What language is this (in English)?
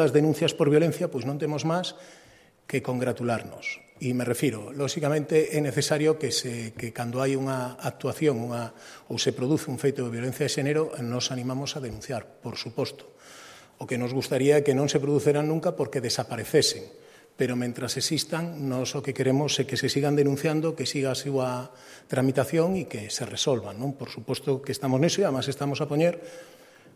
Galician